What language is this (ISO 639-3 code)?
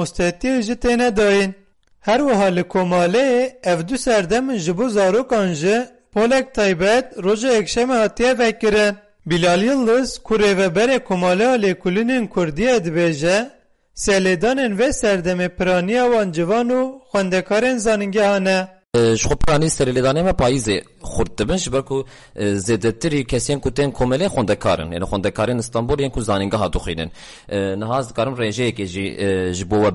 kur